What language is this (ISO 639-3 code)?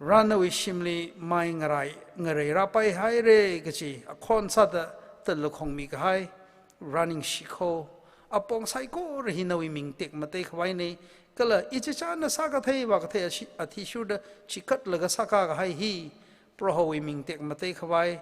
nmf